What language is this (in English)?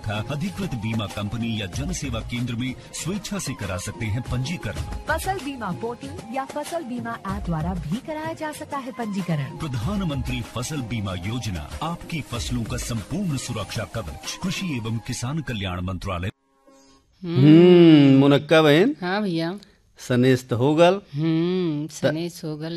Bhojpuri